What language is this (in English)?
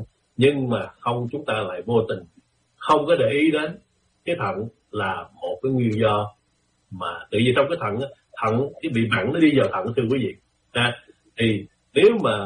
Vietnamese